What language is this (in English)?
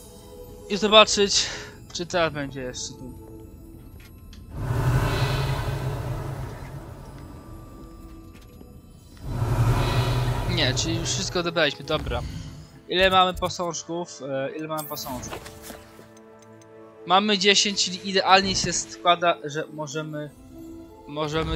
Polish